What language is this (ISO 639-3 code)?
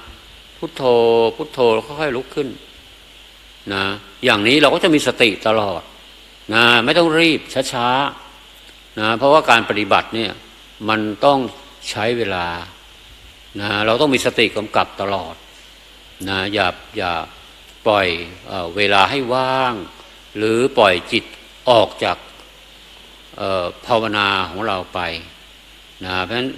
tha